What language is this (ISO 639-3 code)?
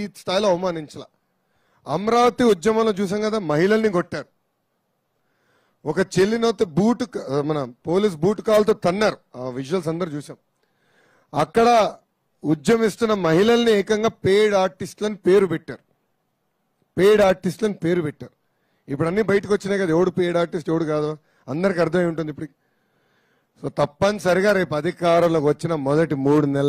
tel